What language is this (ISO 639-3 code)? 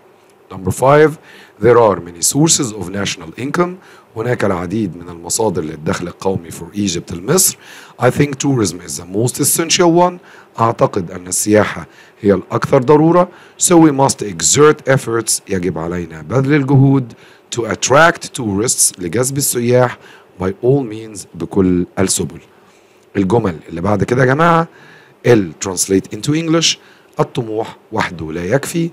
arz